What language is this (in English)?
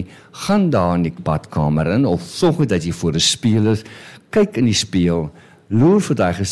Afrikaans